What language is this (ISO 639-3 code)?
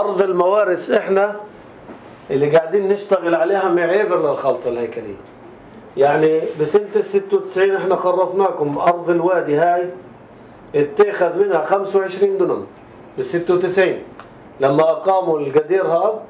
apc